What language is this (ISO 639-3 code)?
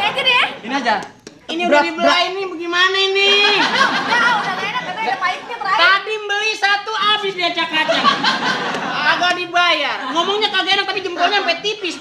bew